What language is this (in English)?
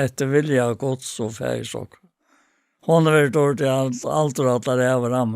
Faroese